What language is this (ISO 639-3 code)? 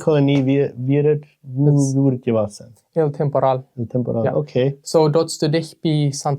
pdt